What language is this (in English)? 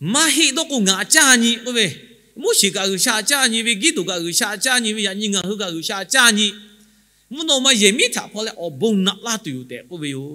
Lahu